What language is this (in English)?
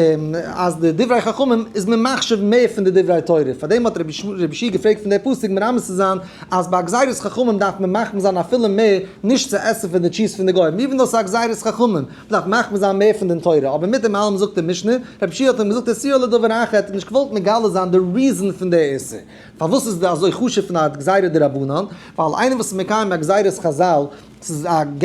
Yiddish